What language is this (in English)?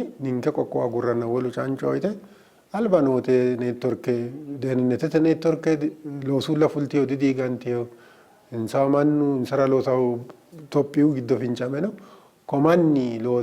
Sidamo